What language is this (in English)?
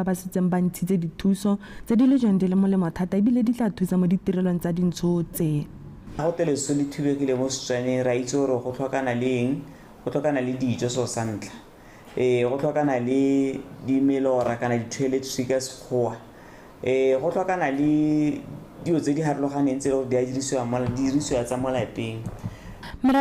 Tswana